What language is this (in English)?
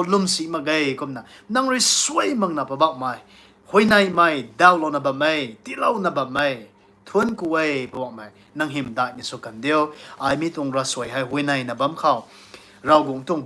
Rongmei Naga